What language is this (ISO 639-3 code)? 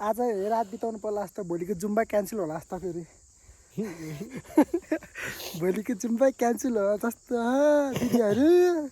nep